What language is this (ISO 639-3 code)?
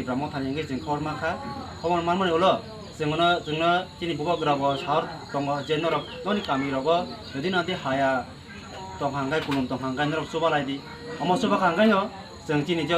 trp